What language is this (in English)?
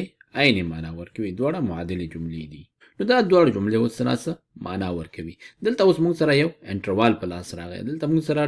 Pashto